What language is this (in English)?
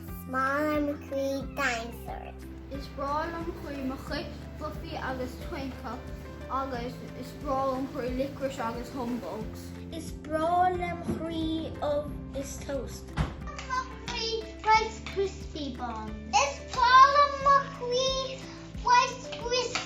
Irish